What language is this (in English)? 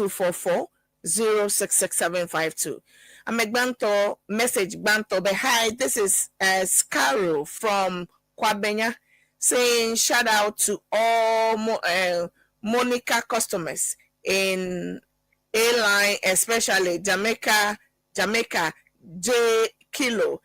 Ewe